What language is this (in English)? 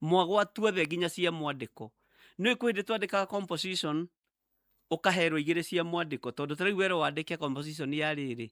Kikuyu